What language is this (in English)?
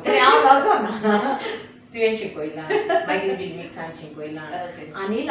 Konkani